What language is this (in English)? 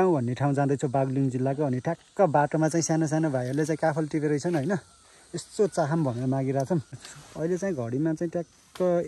Nepali